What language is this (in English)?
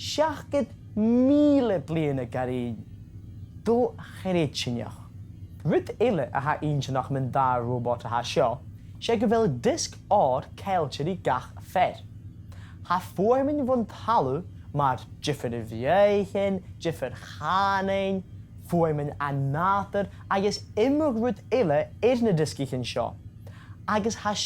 Scottish Gaelic